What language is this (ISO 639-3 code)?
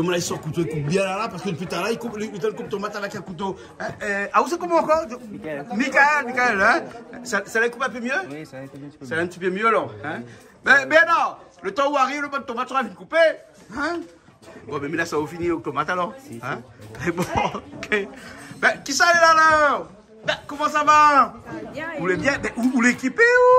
rcf